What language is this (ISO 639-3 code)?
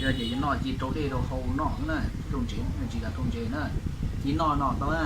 hmn